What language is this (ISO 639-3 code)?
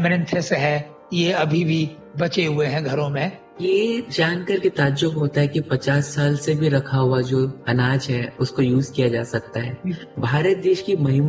hin